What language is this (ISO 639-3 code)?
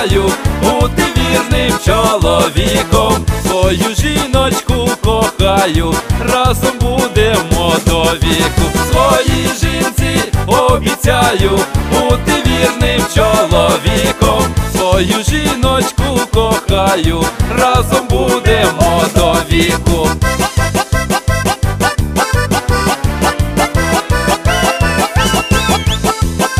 ukr